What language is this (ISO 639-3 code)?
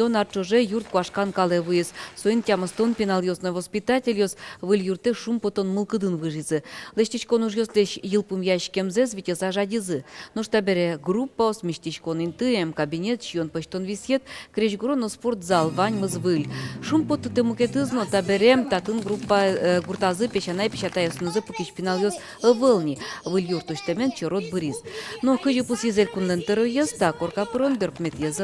udm